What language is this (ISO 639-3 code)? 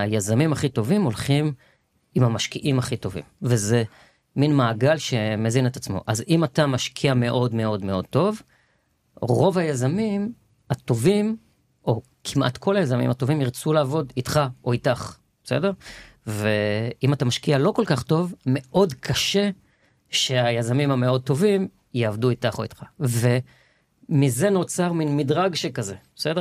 heb